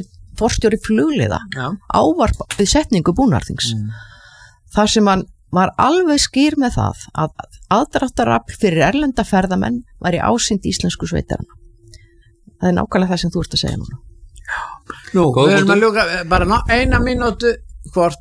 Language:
Icelandic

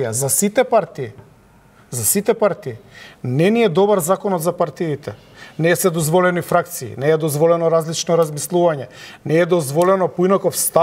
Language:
Macedonian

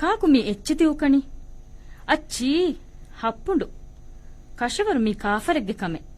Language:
Divehi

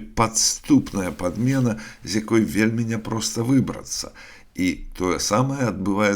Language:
Belarusian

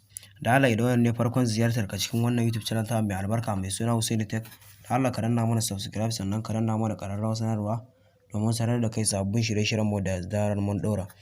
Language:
Hausa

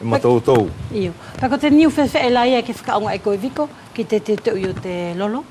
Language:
Wallisian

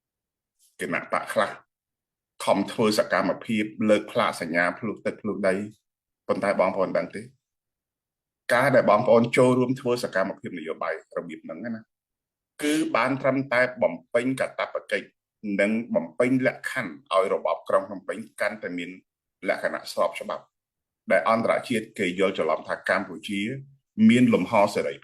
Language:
Khmer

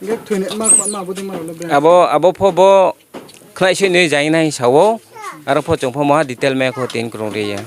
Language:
Riang (India)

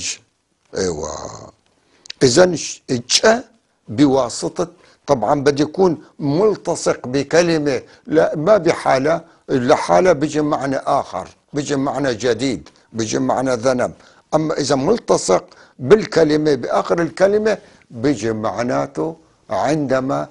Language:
North Levantine Arabic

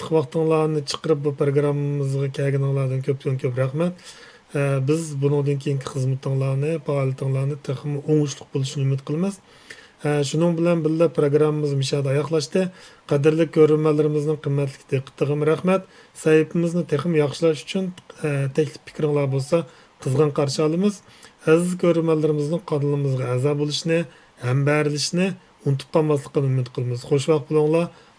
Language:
Uyghur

